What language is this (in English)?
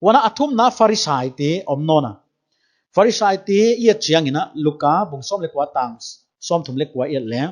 Paite Chin